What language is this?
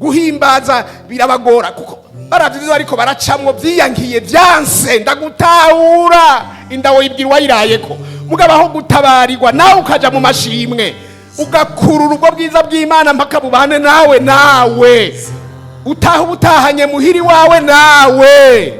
Rundi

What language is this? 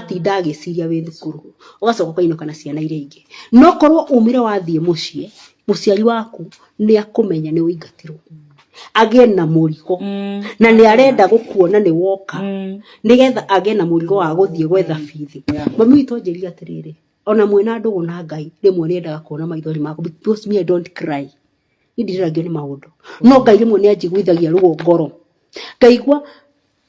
Kikuyu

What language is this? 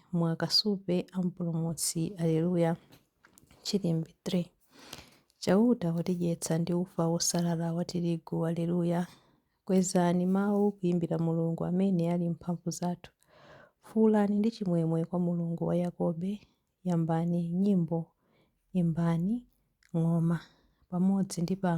Nyanja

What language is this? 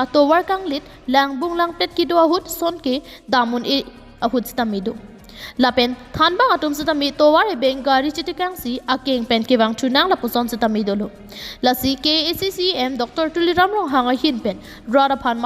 Karbi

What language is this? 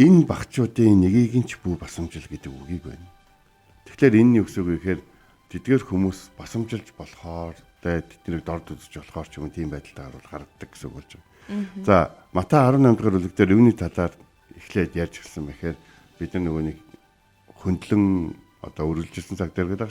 Mongolian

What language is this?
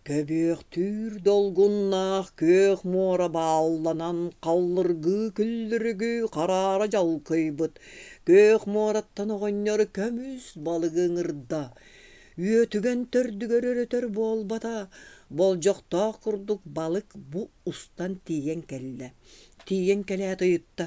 Yakut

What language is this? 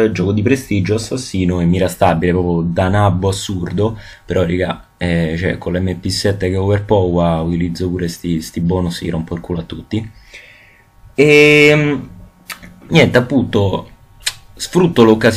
Italian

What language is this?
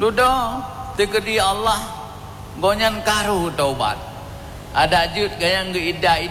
Achinese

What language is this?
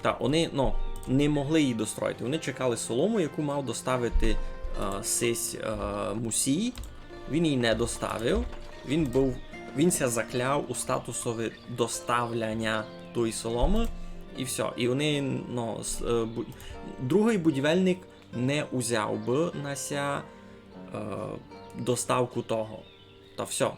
Rusyn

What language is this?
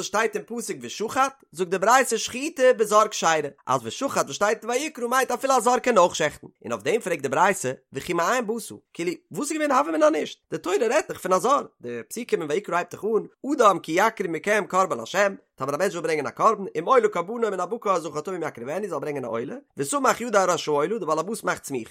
Yiddish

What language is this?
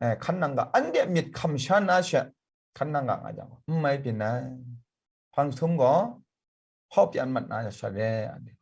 Kachin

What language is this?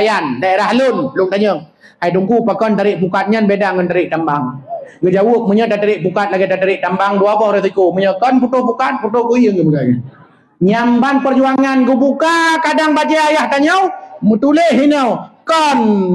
Achinese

